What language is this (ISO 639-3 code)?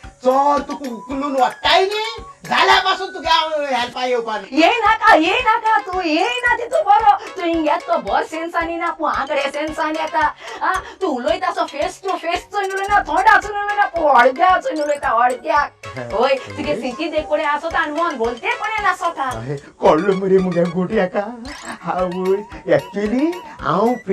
kok